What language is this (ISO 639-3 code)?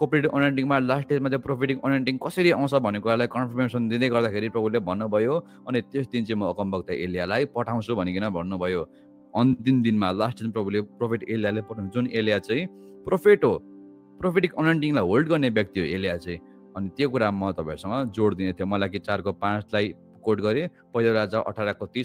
nep